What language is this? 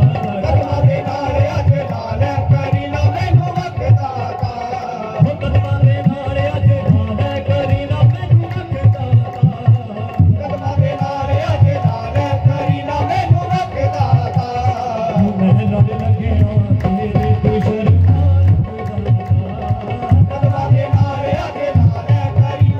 Punjabi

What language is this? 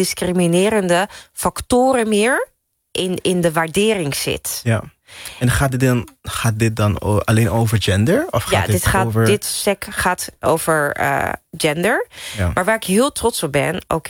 Dutch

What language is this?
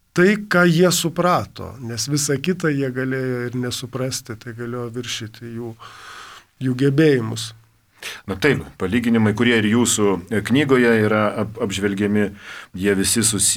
Lithuanian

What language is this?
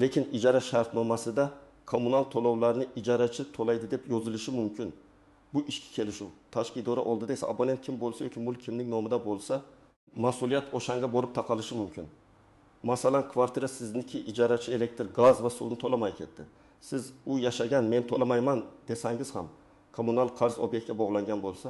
Uzbek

